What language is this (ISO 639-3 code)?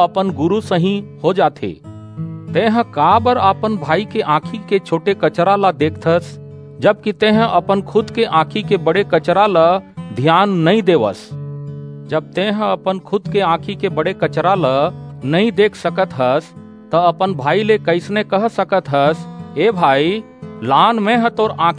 hne